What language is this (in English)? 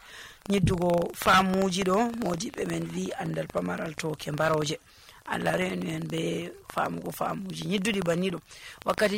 Nigerian Fulfulde